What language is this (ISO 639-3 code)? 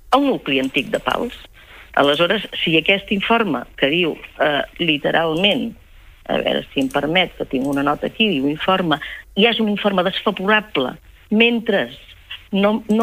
cat